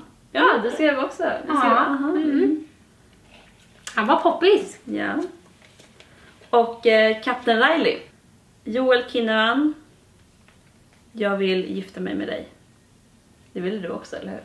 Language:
Swedish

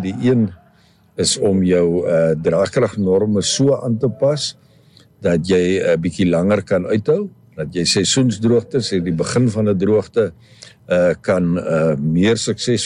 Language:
Afrikaans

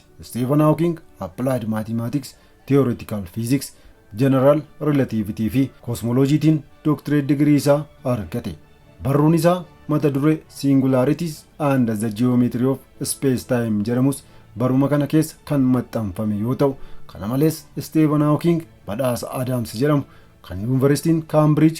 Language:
Oromo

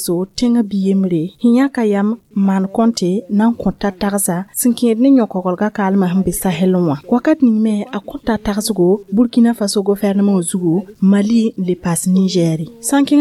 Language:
Mossi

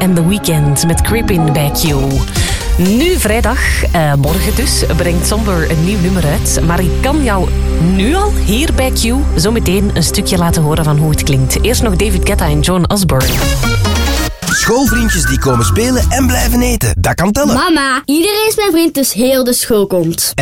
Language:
Dutch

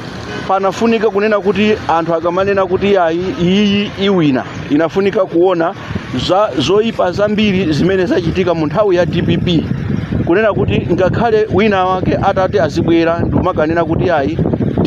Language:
Nyanja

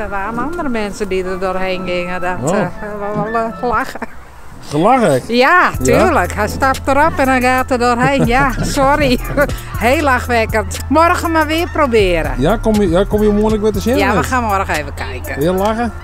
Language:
Western Frisian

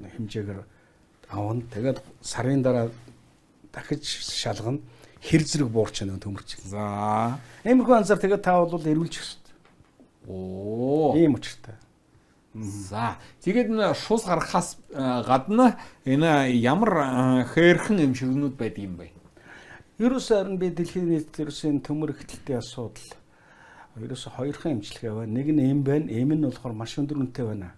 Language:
Mongolian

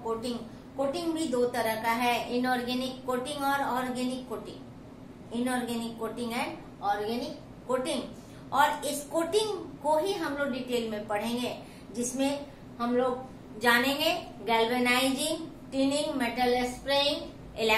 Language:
Hindi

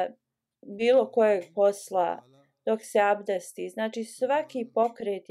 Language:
Bosnian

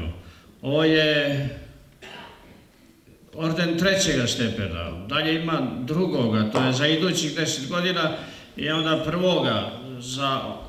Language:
Serbian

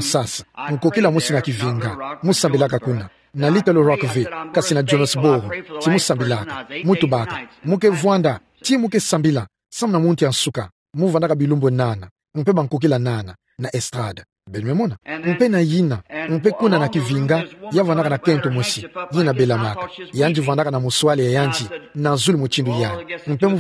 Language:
Kituba (Democratic Republic of Congo)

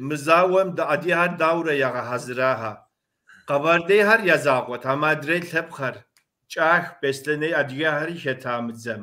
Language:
Kabardian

